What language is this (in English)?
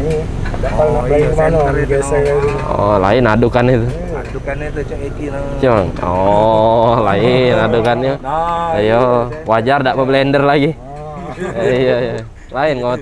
Musi